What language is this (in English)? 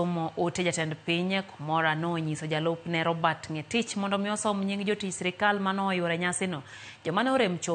Luo (Kenya and Tanzania)